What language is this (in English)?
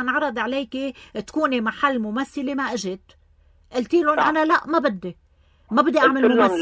North Levantine Arabic